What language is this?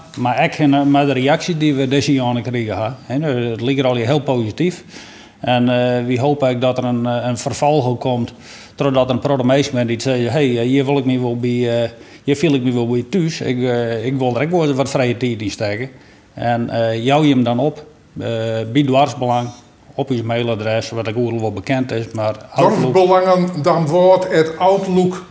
Western Frisian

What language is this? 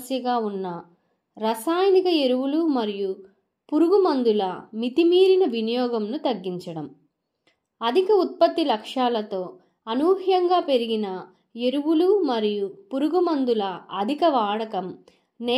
Telugu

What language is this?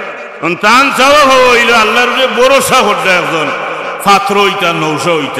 Sylheti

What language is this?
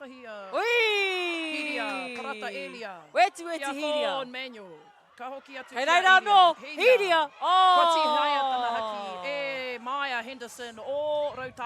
Māori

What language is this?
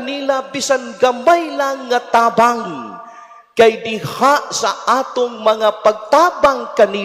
Cebuano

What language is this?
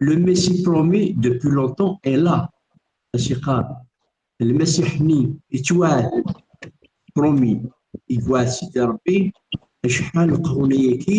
Kabyle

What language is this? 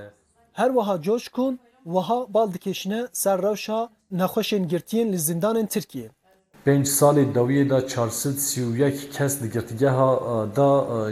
Kurdish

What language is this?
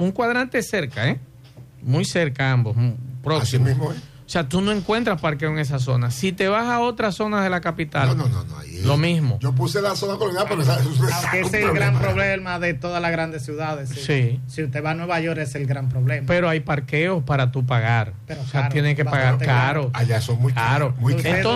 Spanish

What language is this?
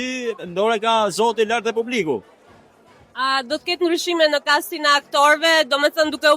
Albanian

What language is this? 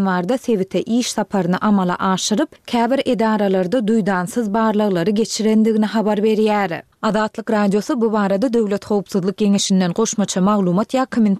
Turkmen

